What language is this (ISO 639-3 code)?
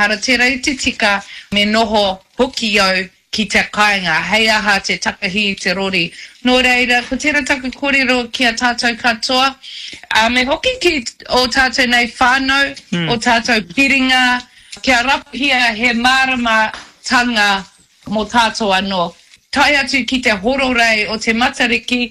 mri